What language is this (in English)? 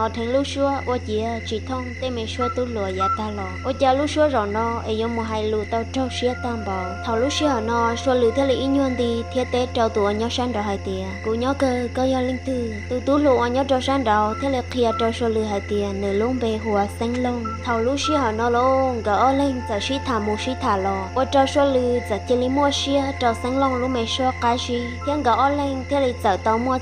Hmong